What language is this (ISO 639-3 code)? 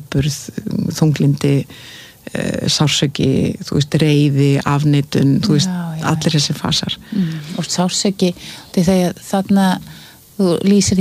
isl